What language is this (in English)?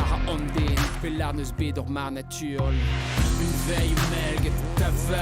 Breton